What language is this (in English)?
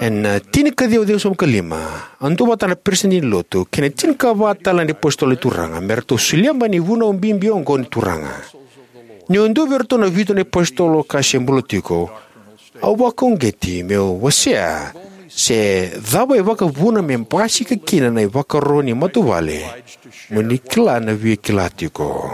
Fijian